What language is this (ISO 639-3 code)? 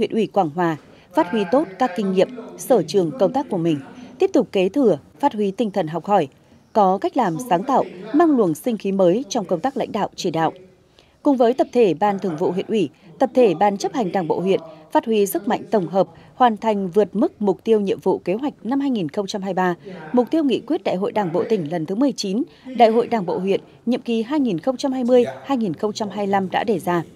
vie